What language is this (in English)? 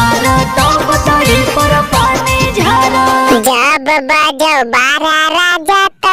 Magahi